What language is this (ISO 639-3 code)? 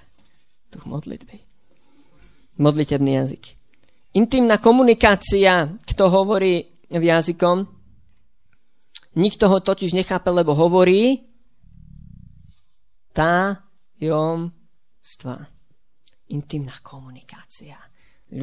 slk